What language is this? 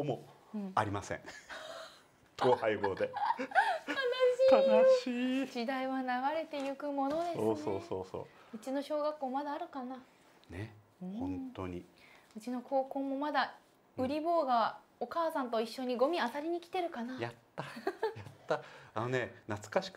Japanese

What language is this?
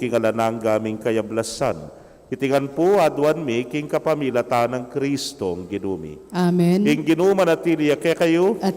Pampanga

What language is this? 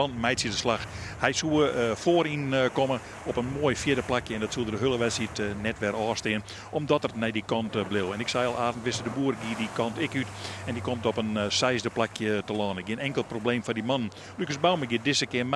Western Frisian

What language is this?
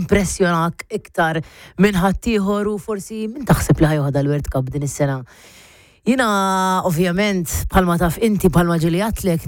Maltese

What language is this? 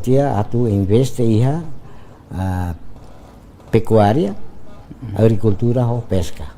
Tetum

